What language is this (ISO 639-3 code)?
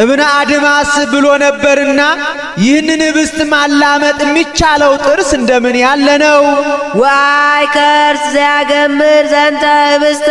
amh